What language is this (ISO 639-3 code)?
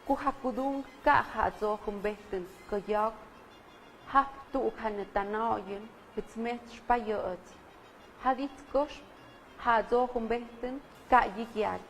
mxp